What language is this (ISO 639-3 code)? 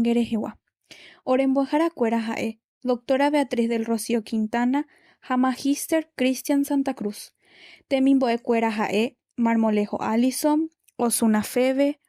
grn